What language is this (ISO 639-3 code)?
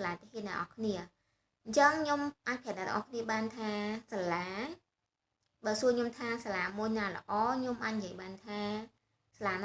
khm